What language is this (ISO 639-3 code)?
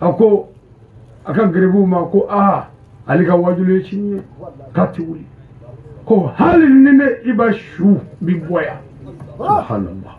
bam